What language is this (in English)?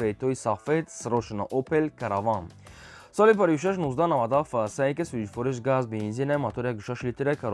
Tajik